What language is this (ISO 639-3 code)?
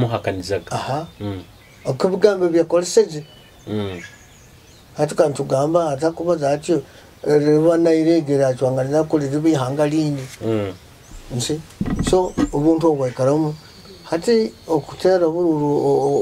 nyo